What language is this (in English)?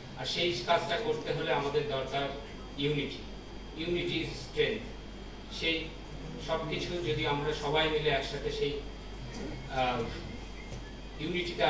Bangla